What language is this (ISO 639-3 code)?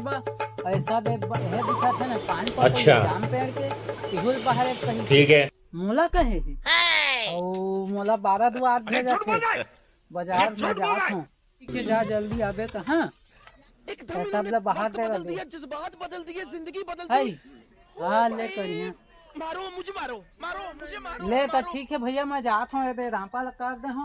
hne